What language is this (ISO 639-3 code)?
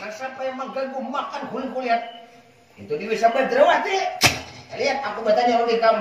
bjn